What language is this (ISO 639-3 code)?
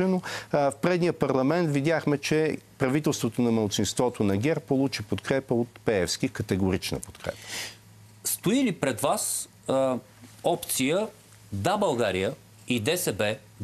bul